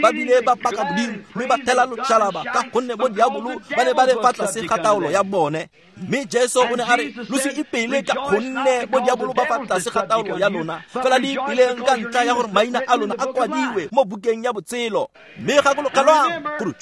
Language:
Tswana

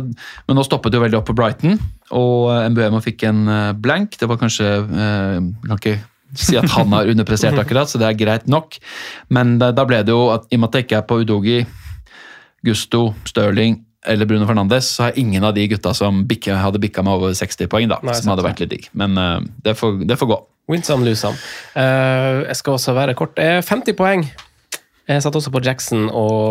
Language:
Norwegian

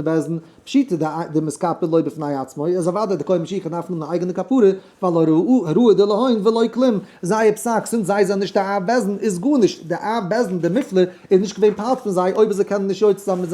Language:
Yiddish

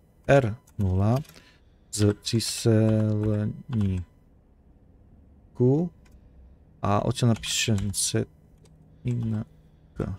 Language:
Slovak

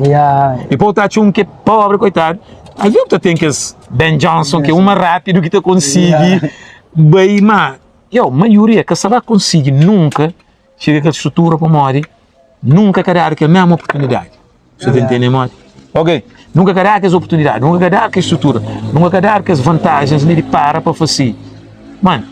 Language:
Kabuverdianu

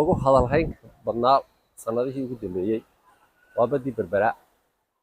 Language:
Somali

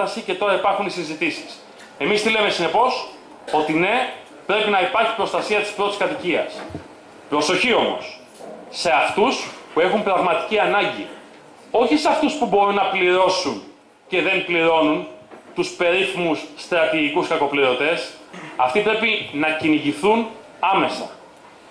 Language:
Greek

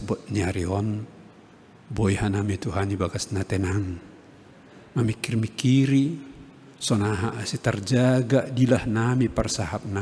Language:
Batak Simalungun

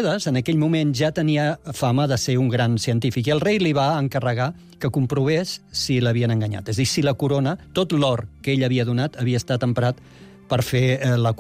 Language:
Catalan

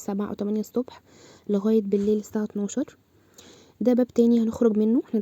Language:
Egyptian Arabic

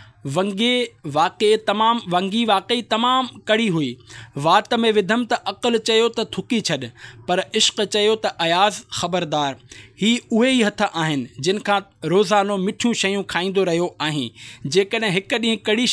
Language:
Sindhi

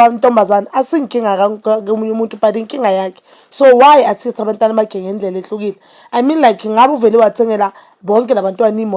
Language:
Zulu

